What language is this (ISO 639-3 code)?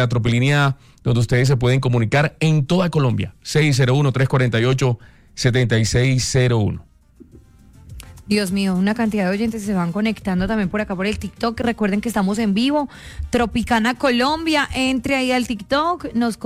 spa